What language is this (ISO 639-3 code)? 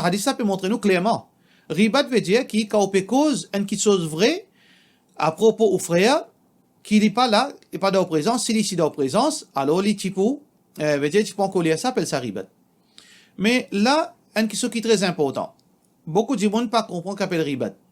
mfe